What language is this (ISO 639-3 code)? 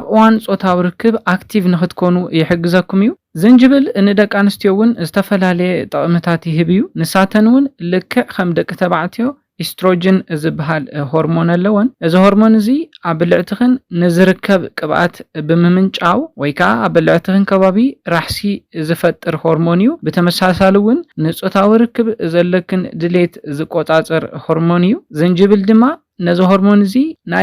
tir